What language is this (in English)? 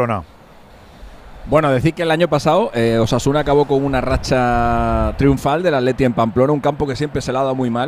Spanish